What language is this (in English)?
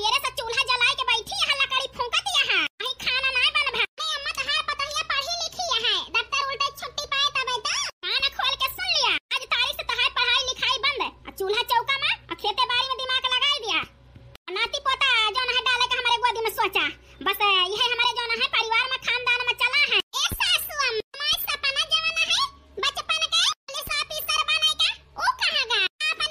Awadhi